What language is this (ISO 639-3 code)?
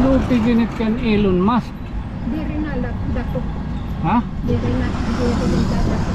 war